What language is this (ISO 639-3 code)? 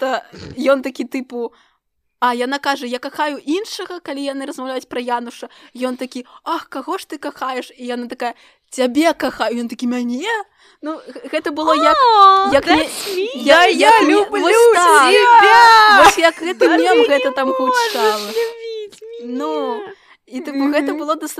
bel